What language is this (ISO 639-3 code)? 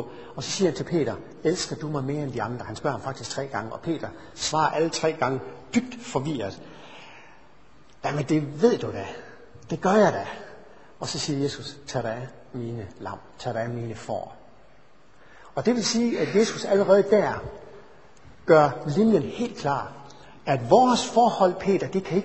dan